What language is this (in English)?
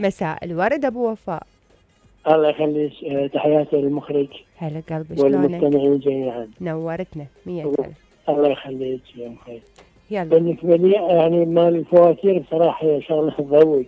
Mesopotamian Arabic